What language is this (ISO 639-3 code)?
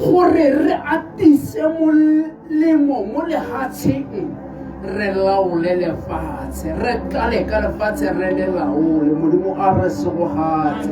tsn